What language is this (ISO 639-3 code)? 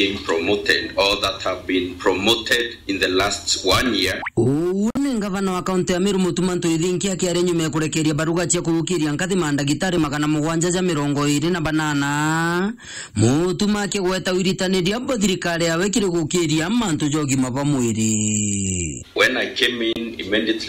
mer